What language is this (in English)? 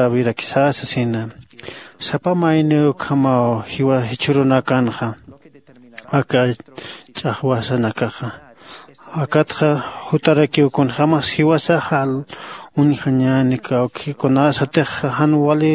Aymara